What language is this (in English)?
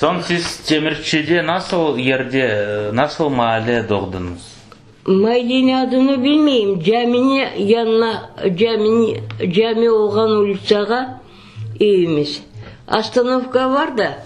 Crimean Tatar